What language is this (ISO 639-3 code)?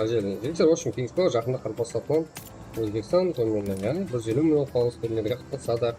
kaa